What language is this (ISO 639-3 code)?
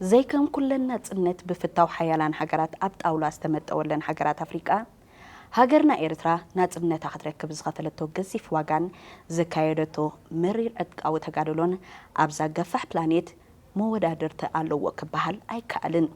tir